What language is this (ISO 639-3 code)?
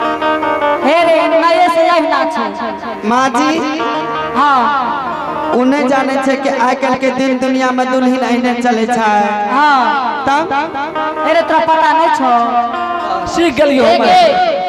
anp